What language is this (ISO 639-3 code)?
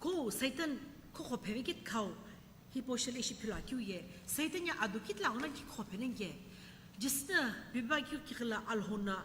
nsm